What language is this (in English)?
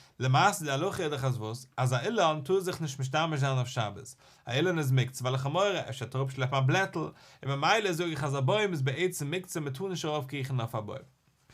Yiddish